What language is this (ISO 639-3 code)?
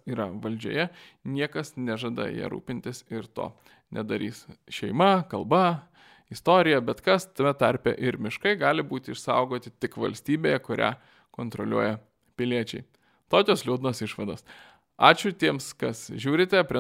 lit